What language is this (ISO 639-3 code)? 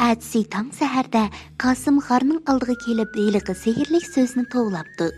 uig